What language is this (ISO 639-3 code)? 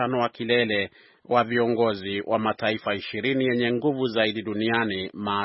swa